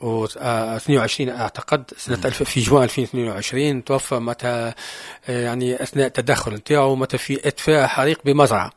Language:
Tunisian Arabic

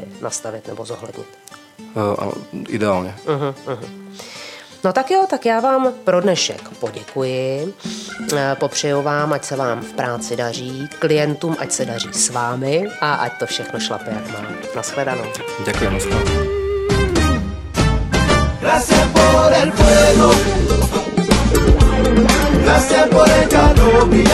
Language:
Czech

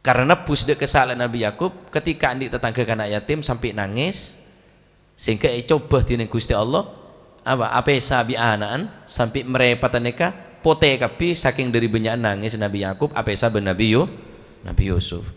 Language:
Madurese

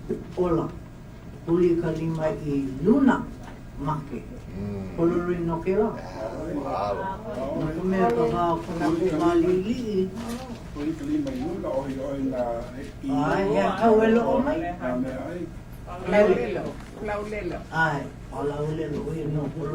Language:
Hawaiian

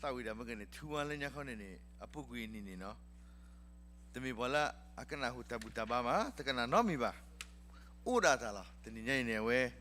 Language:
S'gaw Karen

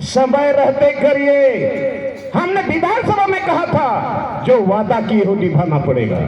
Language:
Santali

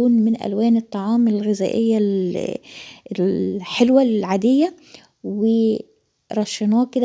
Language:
Egyptian Arabic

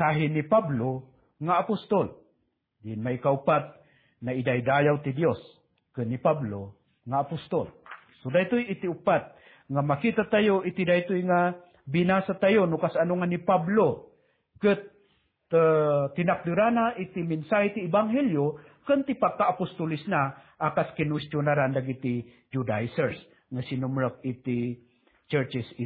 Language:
Iloko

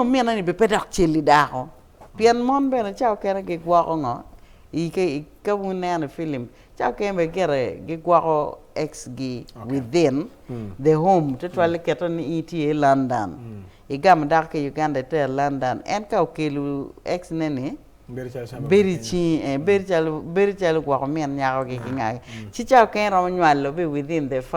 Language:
Acoli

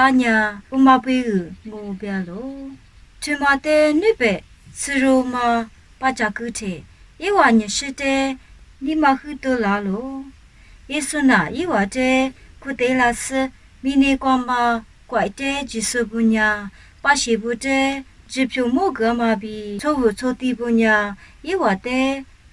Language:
Lisu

